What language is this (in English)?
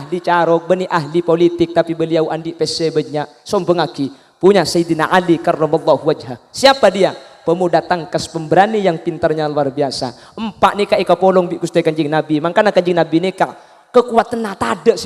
Madurese